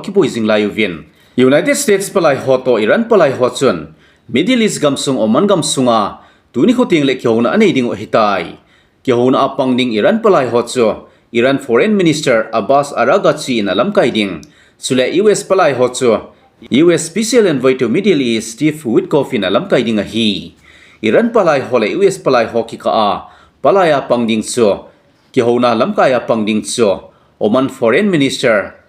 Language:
Thado Chin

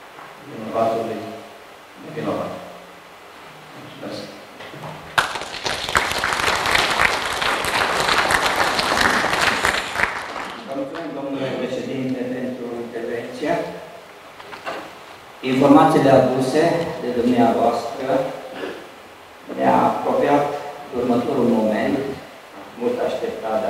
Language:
Romanian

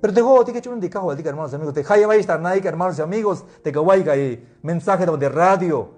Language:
Tzeltal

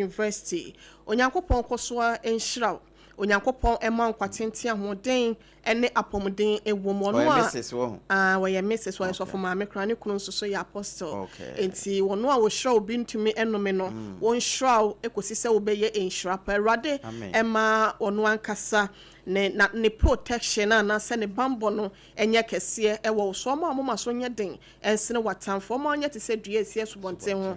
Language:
Akan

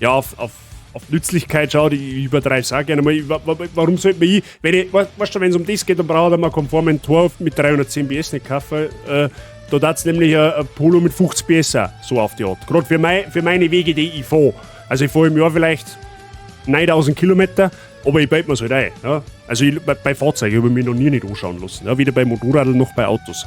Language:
Bavarian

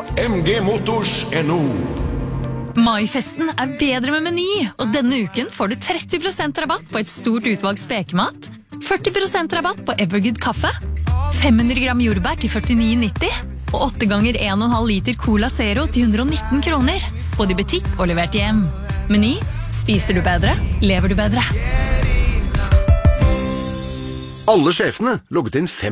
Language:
Norwegian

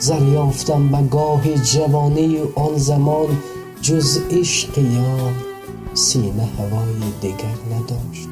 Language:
Tajik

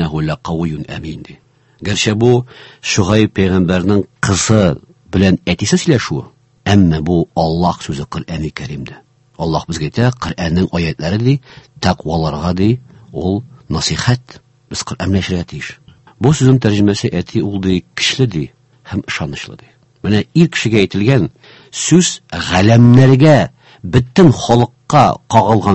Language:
Tatar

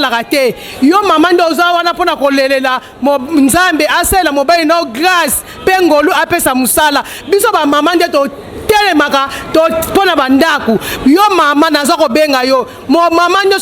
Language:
Lingala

